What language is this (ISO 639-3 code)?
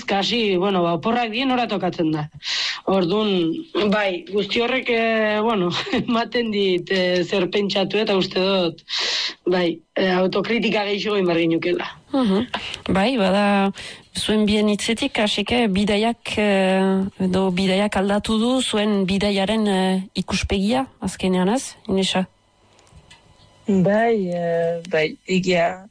eus